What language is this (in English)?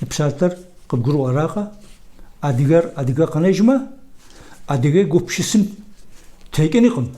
Kabardian